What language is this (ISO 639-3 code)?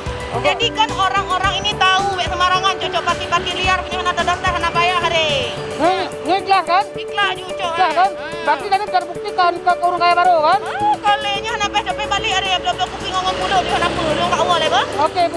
ace